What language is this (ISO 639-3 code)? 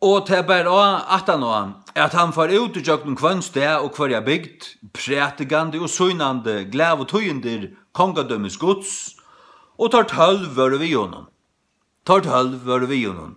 fao